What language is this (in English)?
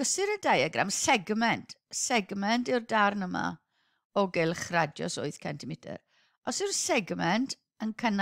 Welsh